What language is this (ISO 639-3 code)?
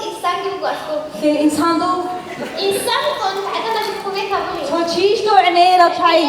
ava